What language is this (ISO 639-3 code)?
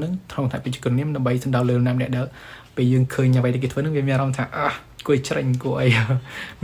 khm